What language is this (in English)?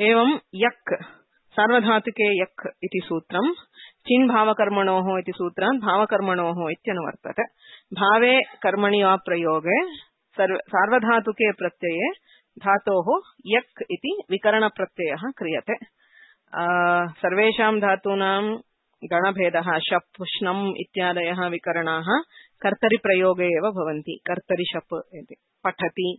Sanskrit